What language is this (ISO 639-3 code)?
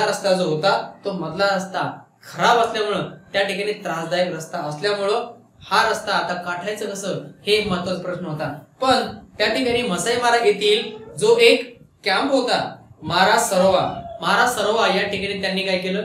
mar